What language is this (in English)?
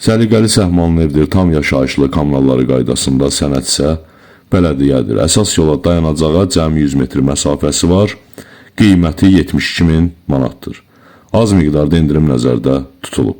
Azerbaijani